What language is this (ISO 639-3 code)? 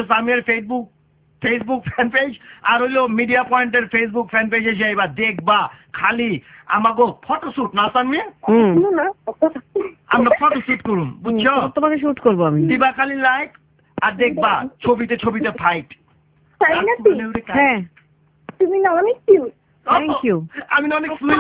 ben